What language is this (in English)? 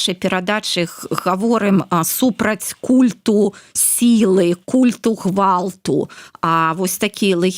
Belarusian